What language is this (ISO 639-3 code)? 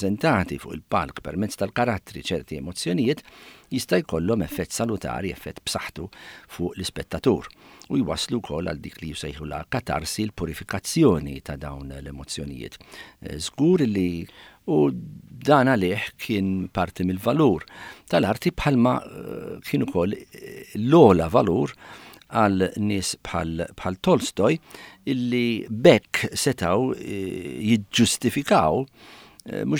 mlt